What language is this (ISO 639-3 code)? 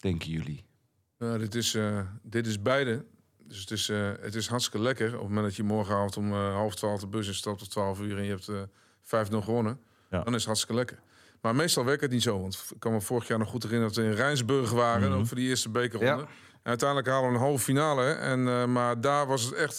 nld